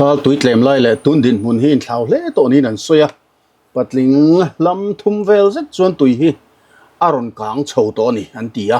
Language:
Mizo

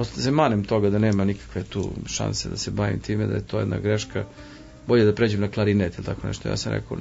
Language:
Serbian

